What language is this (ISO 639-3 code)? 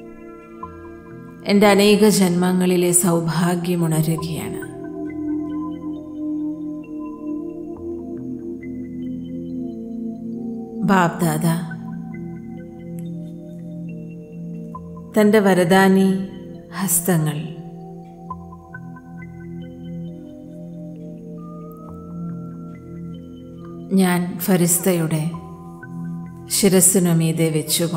mal